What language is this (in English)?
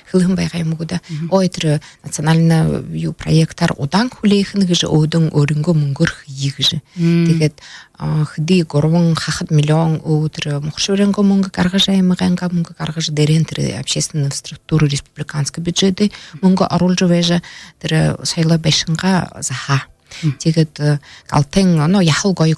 Buriat